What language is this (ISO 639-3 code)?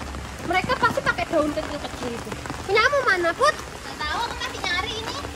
ind